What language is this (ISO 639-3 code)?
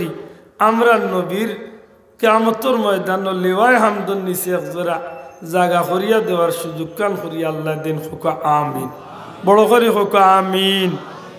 syl